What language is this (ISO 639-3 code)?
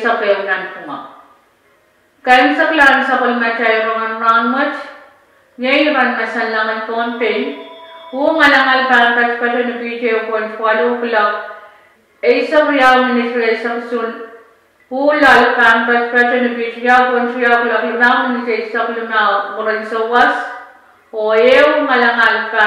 pon